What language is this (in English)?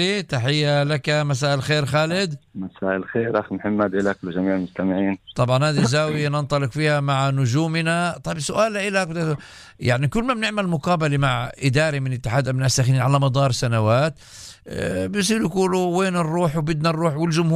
North Levantine Arabic